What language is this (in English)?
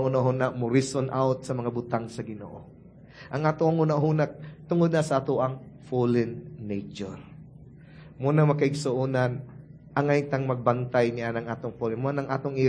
Cebuano